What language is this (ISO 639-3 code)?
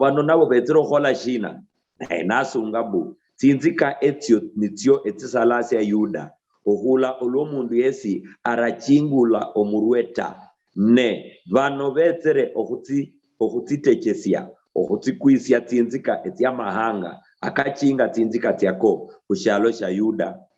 luy